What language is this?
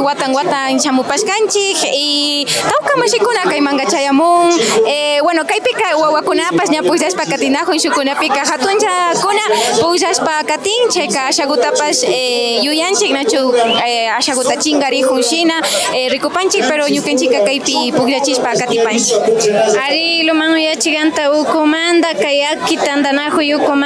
Imbabura Highland Quichua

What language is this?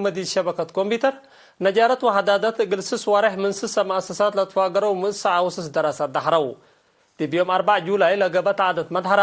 Tigre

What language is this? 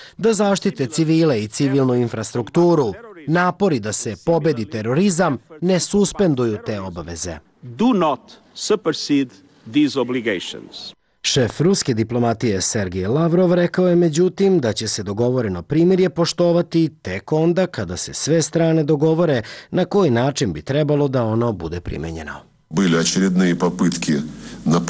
Serbian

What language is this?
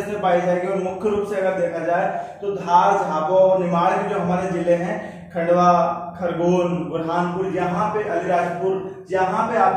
Hindi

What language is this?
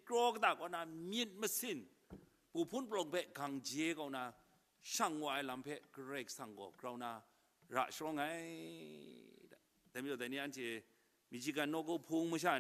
Kachin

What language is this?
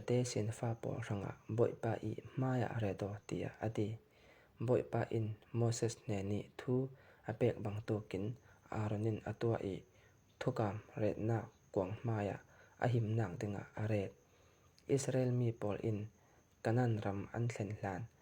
Falam Chin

